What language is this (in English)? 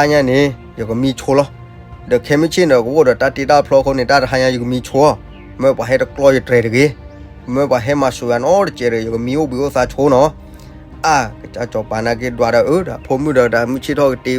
S'gaw Karen